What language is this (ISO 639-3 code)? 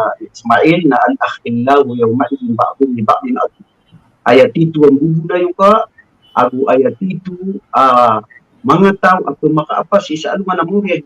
mrw